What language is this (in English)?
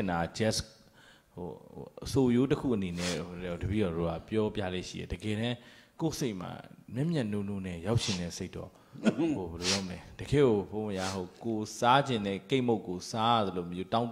Burmese